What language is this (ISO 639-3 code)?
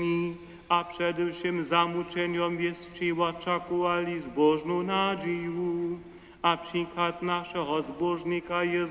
hsb